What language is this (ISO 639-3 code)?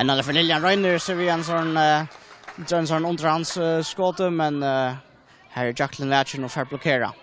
fao